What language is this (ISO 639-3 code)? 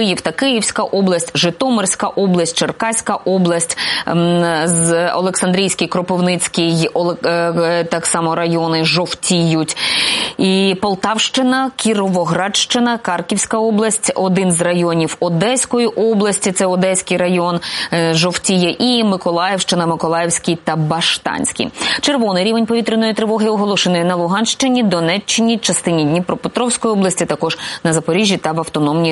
ukr